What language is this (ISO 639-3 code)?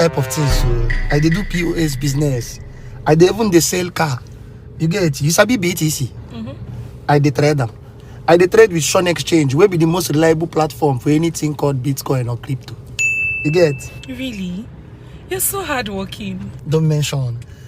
pcm